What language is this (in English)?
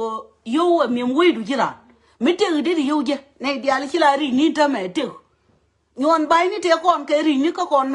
Nuer